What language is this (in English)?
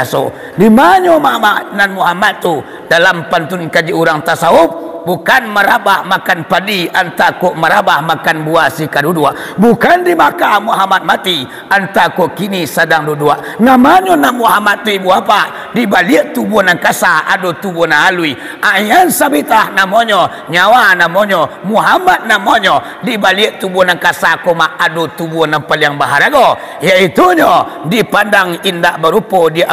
Minangkabau